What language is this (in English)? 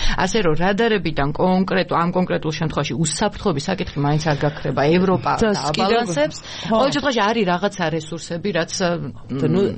Georgian